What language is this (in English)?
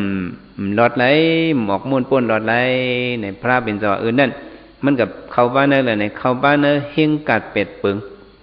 Shan